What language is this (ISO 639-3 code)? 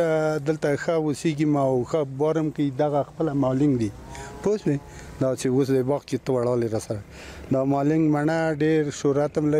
pus